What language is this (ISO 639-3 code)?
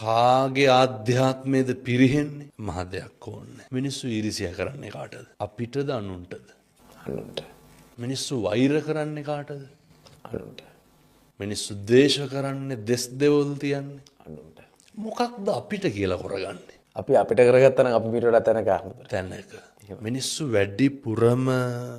sin